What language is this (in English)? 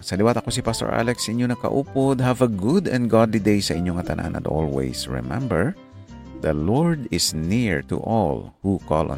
Hiligaynon